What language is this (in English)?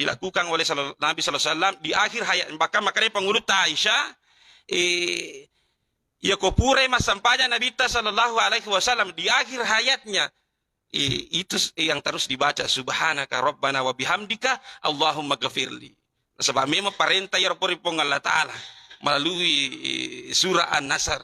Buginese